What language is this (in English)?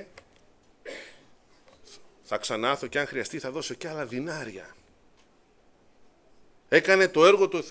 Greek